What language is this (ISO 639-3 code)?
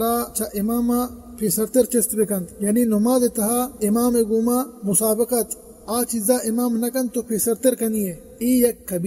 bgp